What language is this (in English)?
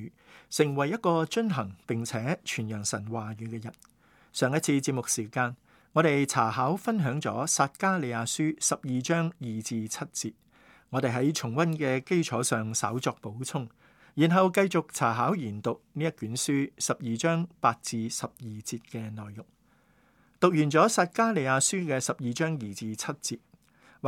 Cantonese